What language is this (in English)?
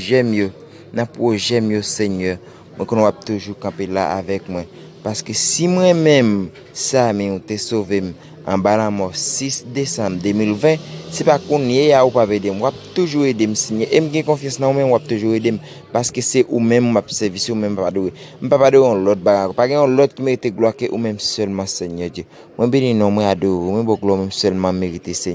Haitian Creole